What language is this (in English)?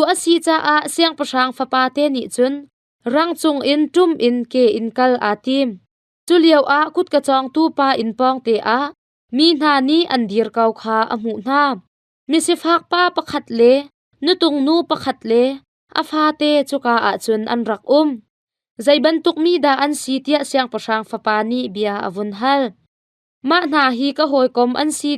Hakha Chin